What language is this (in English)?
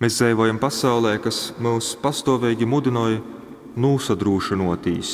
Latgalian